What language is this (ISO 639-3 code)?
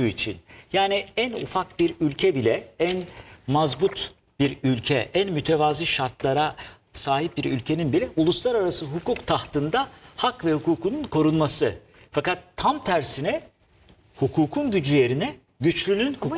tur